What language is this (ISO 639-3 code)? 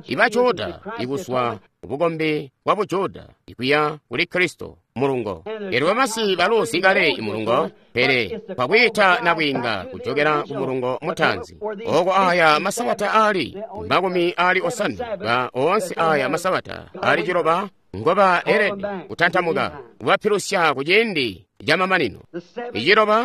toi